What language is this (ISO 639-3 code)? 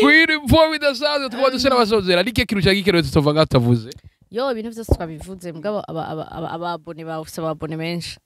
run